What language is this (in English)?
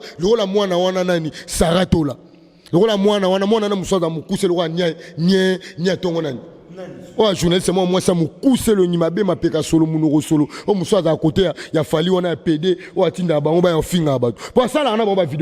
Lingala